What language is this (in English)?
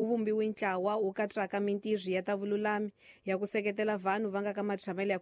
Tsonga